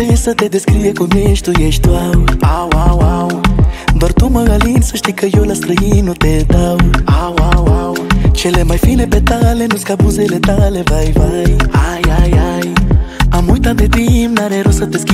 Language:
Romanian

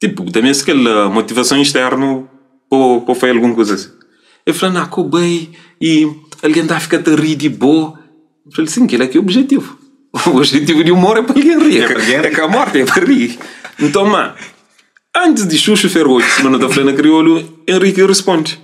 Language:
Kabuverdianu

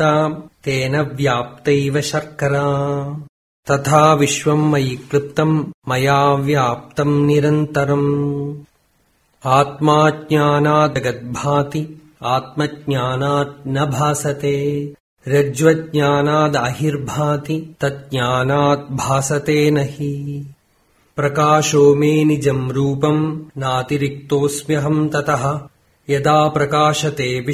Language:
Sanskrit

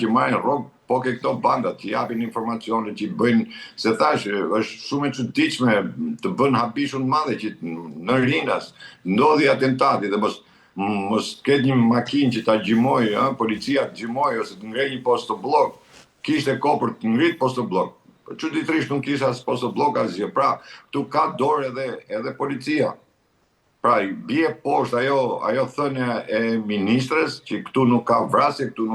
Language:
Albanian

